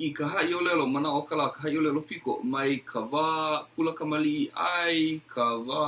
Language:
Hawaiian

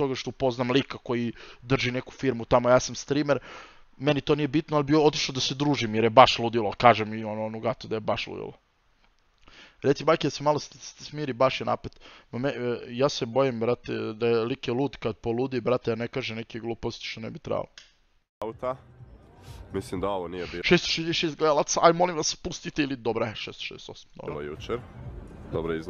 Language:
Croatian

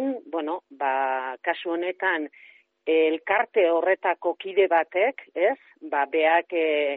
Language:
Basque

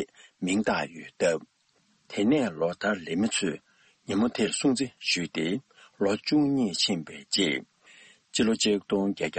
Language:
Tibetan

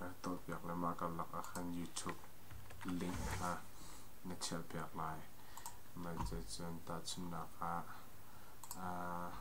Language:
Hakha Chin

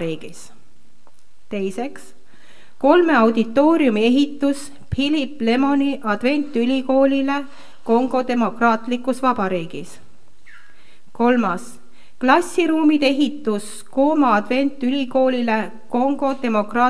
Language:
Estonian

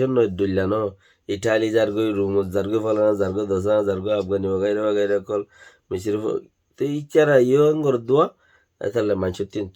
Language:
Rohingya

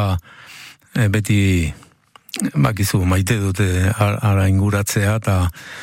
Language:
Basque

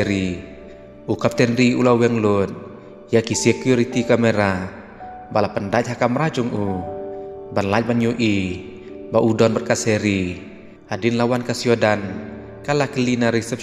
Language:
Khasi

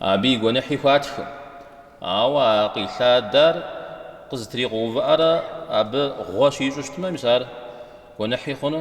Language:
Kabardian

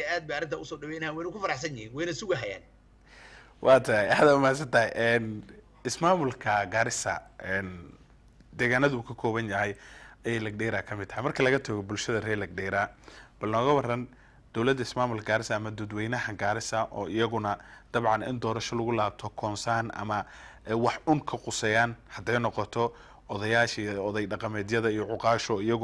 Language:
Somali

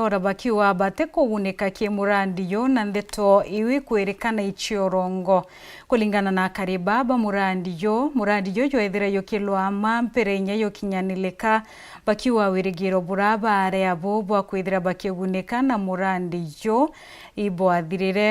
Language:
Meru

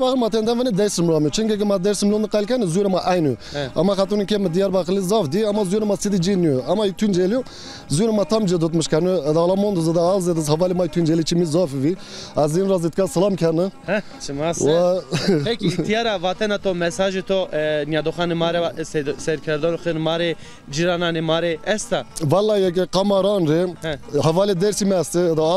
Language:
Zaza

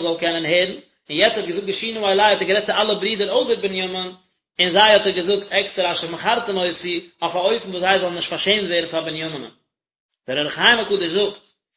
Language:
Yiddish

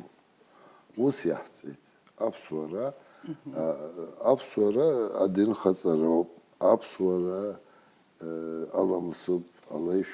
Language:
Abkhazian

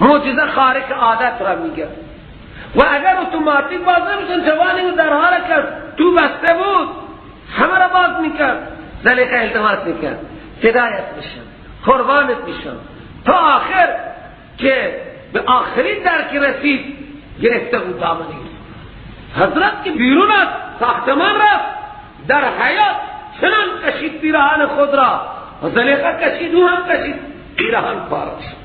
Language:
Persian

